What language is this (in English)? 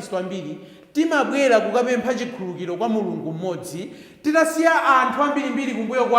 Nyanja